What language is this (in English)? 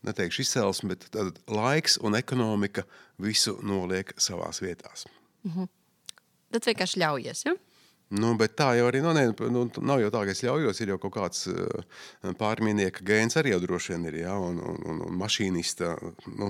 Latvian